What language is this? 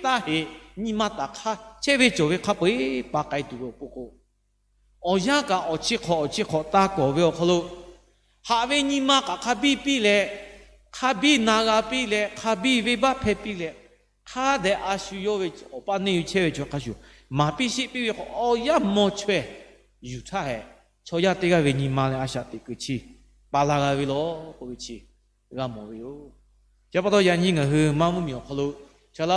Lahu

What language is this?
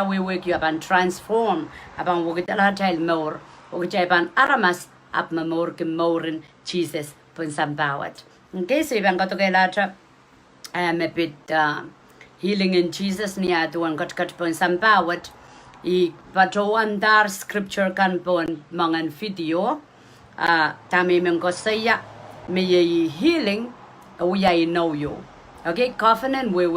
Pohnpeian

